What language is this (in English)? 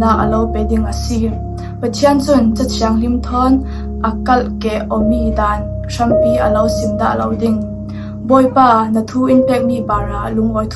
Falam Chin